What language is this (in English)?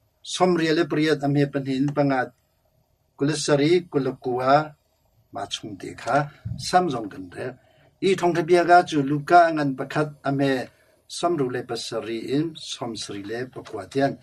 Hakha Chin